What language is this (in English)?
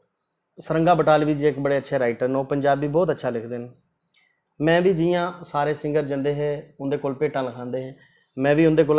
Dogri